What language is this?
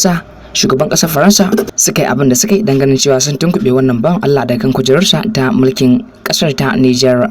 Hausa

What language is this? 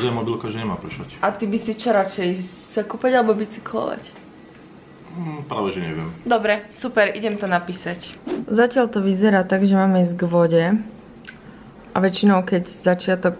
Slovak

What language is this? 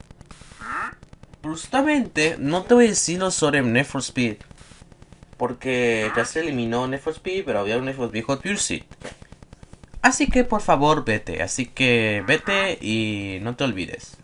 Spanish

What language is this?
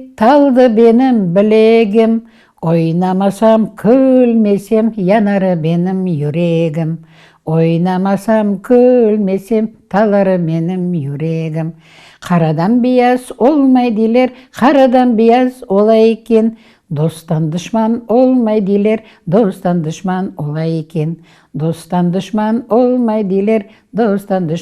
Crimean Tatar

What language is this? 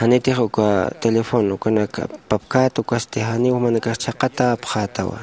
Aymara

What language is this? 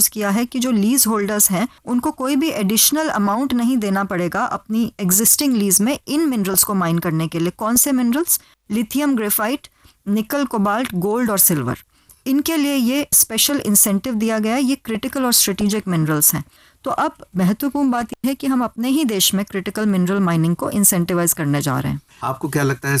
Hindi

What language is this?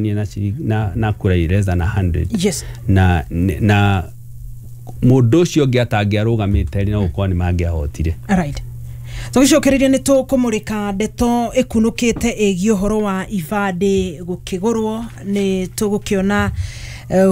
Kikuyu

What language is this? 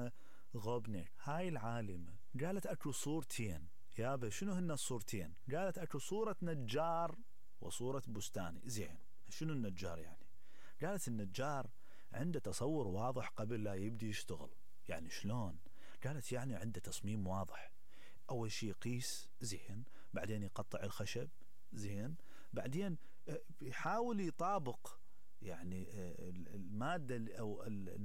Mesopotamian Arabic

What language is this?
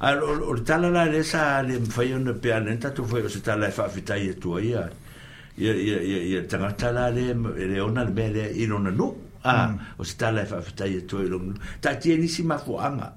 Samoan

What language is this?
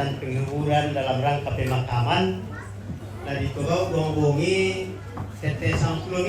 Toraja-Sa'dan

